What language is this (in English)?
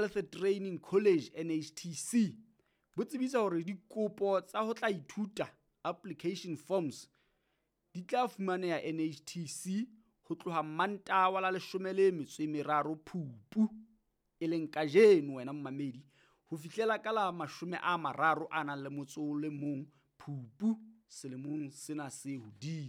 Southern Sotho